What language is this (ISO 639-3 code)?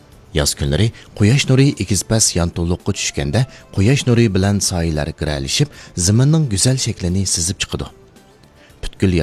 uig